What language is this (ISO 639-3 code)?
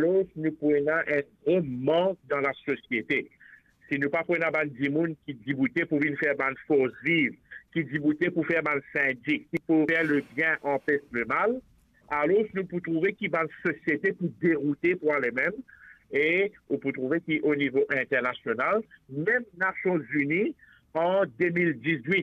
mfe